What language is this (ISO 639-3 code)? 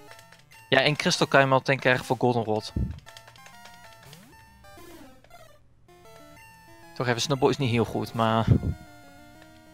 nld